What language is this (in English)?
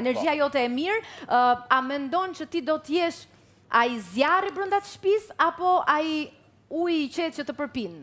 Albanian